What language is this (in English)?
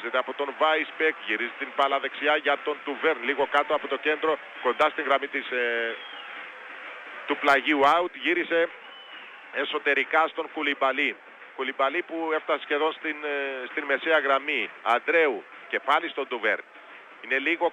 Greek